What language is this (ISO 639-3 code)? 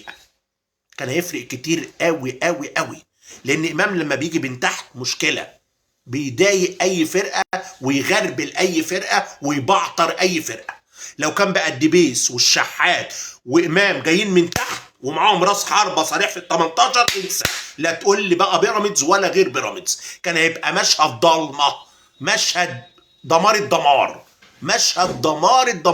arz